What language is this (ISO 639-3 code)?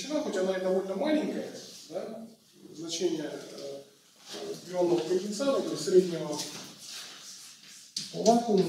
rus